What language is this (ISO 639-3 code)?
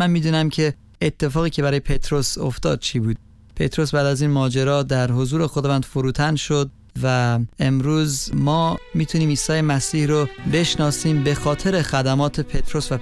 fas